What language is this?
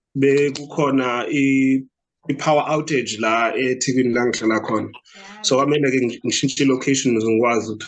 Zulu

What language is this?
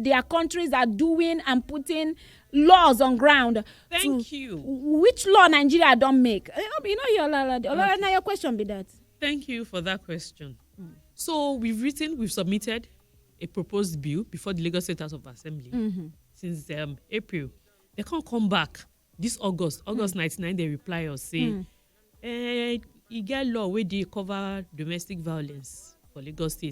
Nigerian Pidgin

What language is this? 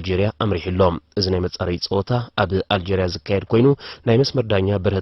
Tigrinya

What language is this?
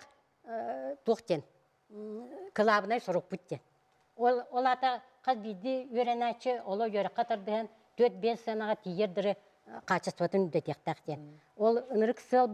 Yakut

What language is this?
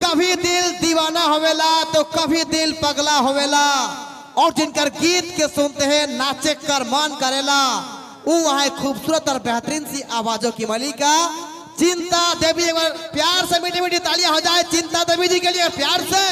Sadri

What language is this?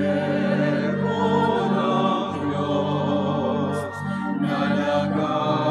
Filipino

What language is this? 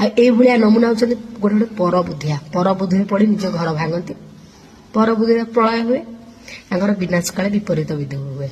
Odia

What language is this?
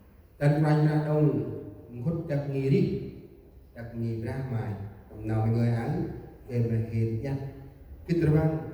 Central Mnong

